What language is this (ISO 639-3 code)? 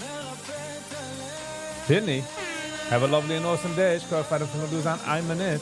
yid